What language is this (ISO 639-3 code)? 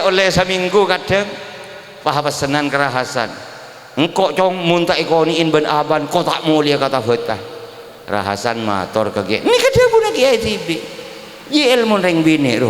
mad